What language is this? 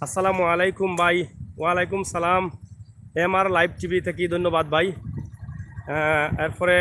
Sylheti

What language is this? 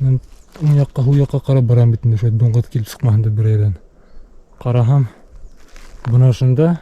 Bashkir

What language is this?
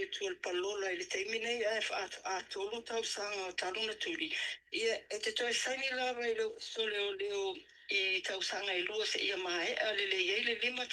Samoan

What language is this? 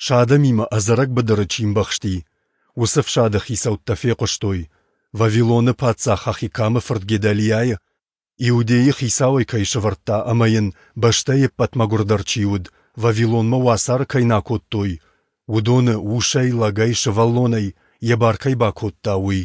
Ossetic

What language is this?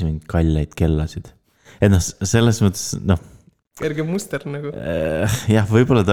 Estonian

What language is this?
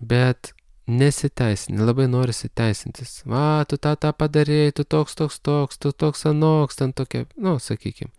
Lithuanian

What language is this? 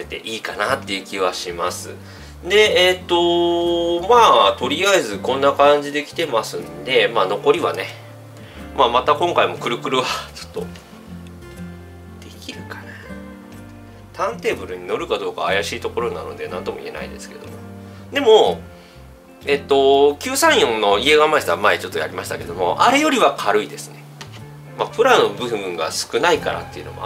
Japanese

